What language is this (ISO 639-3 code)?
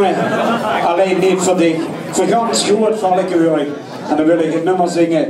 lim